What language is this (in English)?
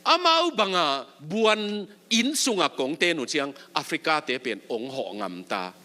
Tedim Chin